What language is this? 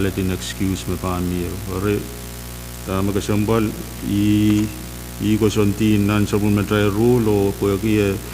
Pohnpeian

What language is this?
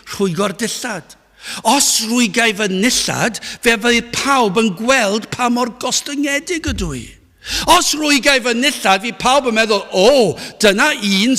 Welsh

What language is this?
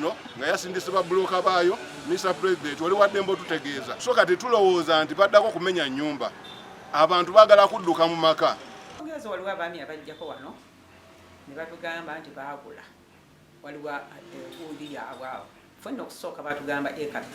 Ganda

